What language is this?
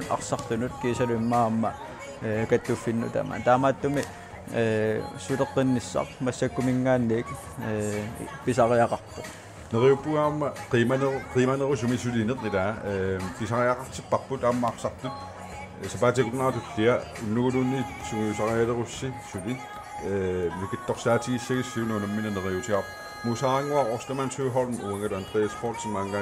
Kalaallisut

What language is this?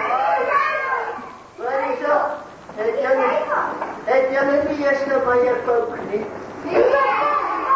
Afrikaans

